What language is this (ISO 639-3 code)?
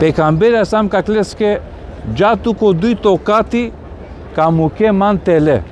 rmn